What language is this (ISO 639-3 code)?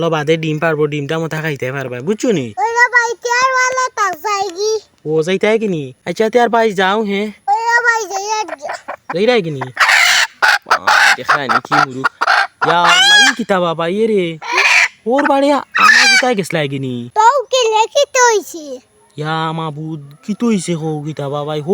syl